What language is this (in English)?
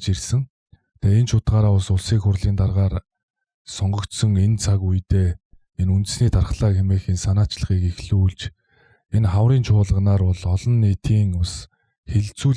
Mongolian